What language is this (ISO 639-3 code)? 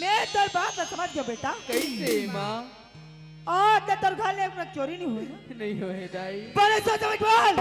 hne